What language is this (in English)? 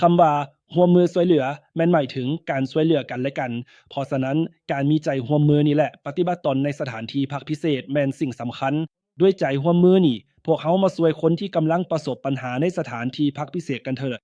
Lao